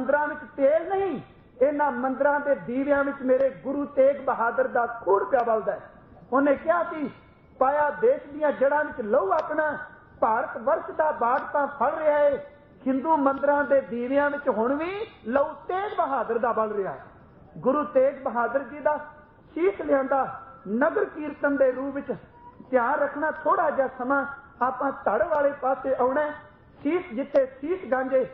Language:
Punjabi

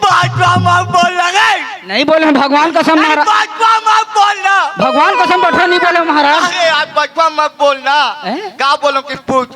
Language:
Chhattisgarhi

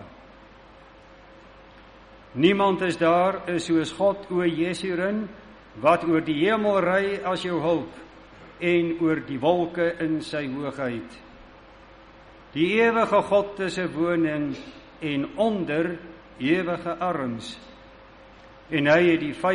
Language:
Afrikaans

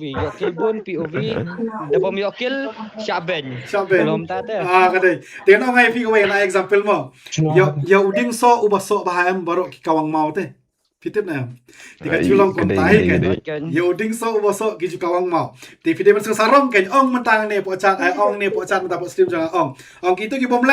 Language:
Khasi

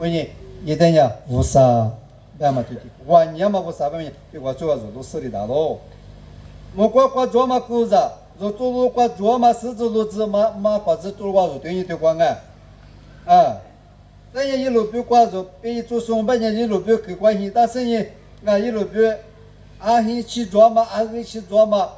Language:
Lisu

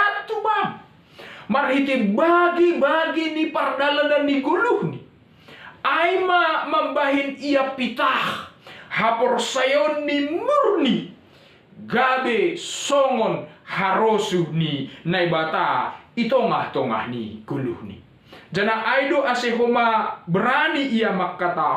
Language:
Batak Simalungun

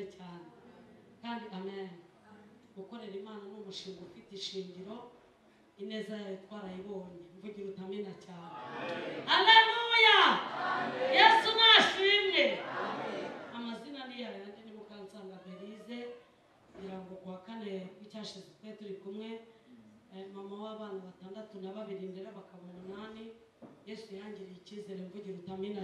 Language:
Kinyarwanda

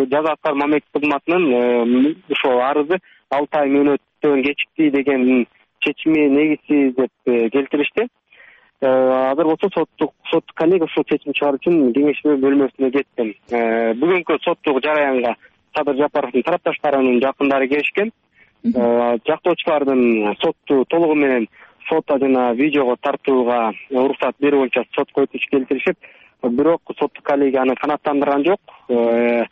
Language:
Kyrgyz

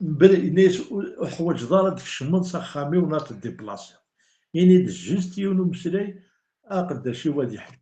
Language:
Kabyle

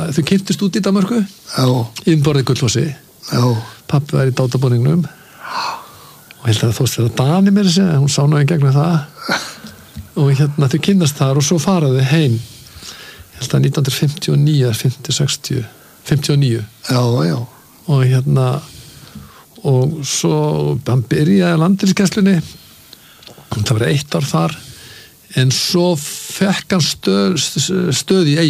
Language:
Icelandic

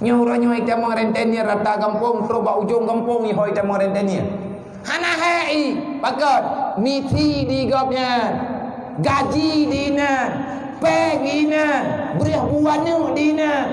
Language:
Achinese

